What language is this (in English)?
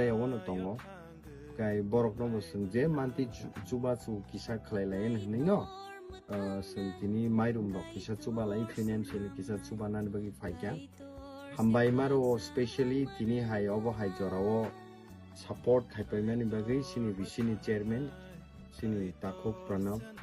Kok Borok